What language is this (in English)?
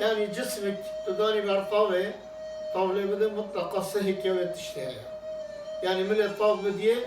Kurdish